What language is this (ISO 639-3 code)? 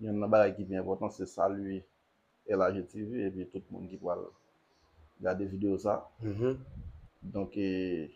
hat